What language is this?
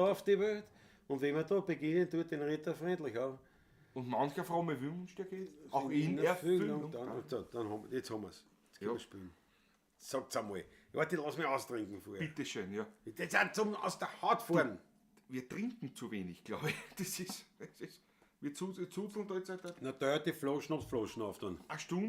Bavarian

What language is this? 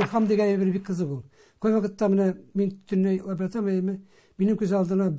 Tatar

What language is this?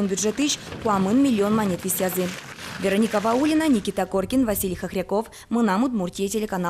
Udmurt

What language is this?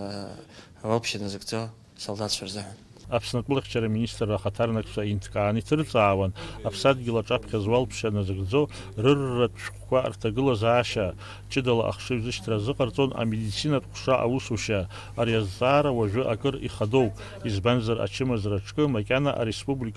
Abkhazian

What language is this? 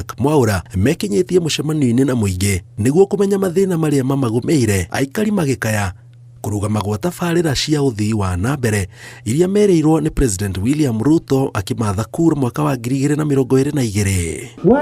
Kikuyu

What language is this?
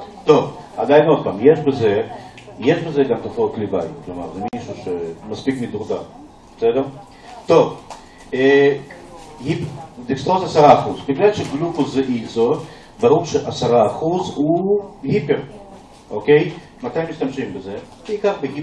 Hebrew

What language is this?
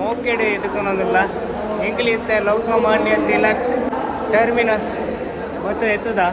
Tulu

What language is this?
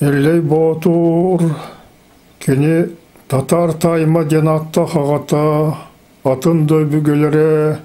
Yakut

